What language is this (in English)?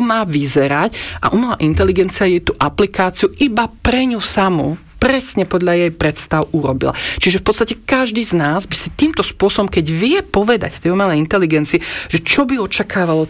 Slovak